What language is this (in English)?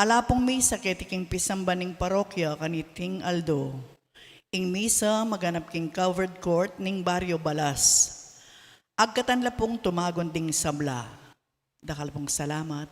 Pampanga